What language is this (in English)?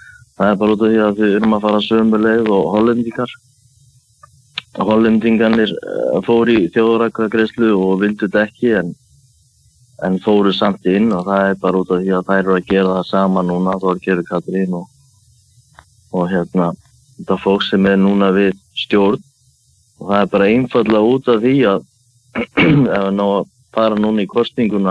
Icelandic